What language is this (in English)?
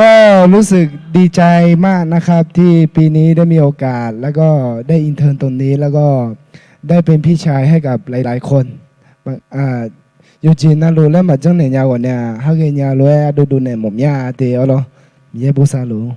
Akha